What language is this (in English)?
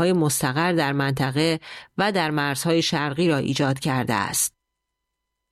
Persian